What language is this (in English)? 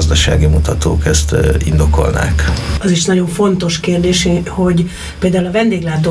Hungarian